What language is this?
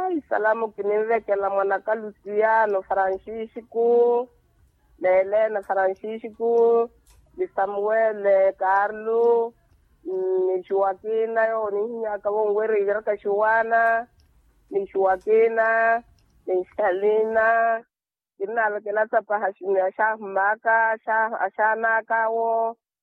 Makhuwa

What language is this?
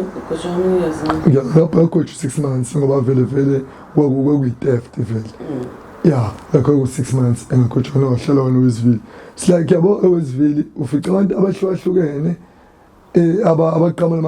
Zulu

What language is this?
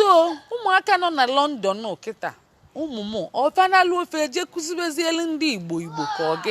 Igbo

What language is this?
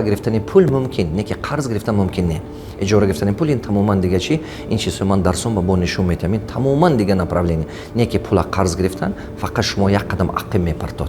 Tajik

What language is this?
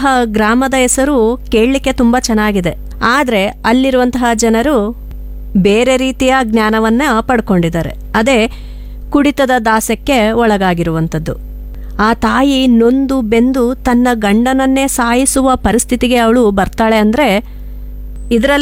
Kannada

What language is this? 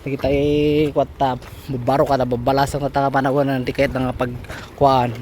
Iloko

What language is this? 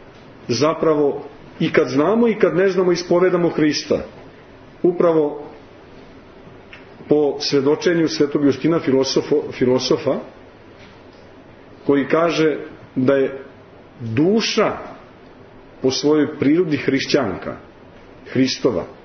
Serbian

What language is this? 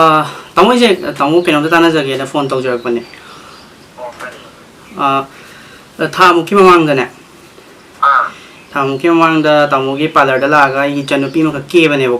Manipuri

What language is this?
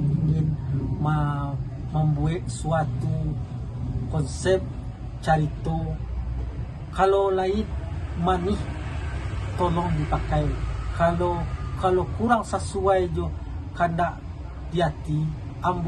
Minangkabau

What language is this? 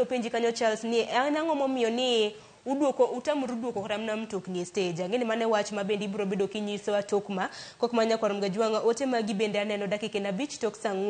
Luo (Kenya and Tanzania)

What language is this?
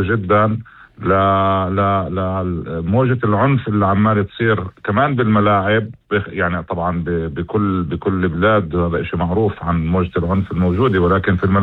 North Levantine Arabic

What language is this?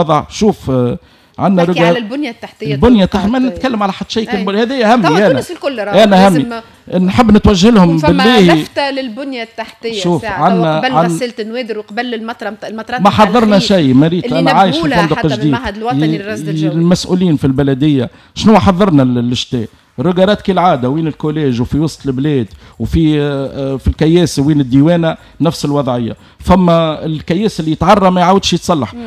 Tunisian Arabic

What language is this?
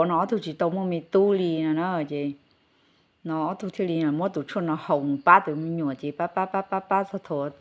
Hmong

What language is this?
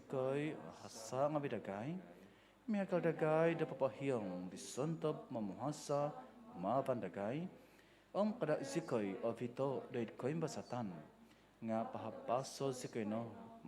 Central Dusun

